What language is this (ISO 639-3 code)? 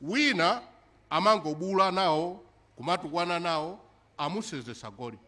nya